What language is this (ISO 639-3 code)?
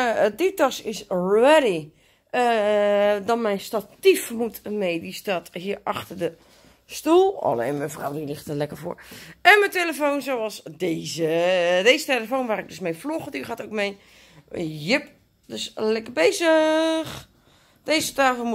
nld